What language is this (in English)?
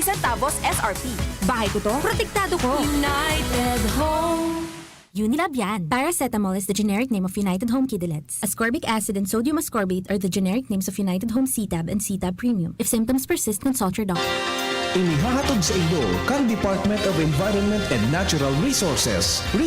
Bikol